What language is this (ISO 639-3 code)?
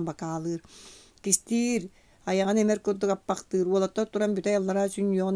sah